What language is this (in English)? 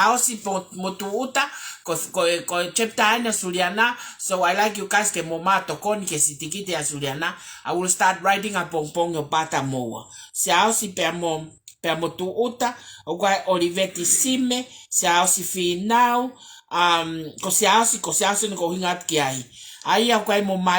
Tongan